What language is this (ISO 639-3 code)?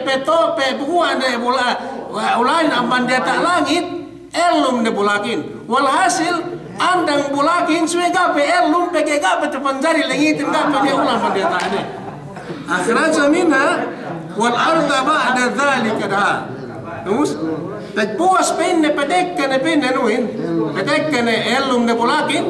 yka